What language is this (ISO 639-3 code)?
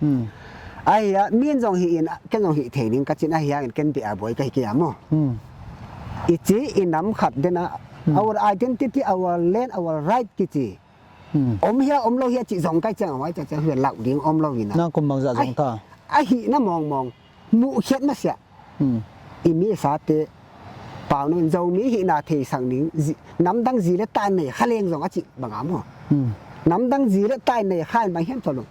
pck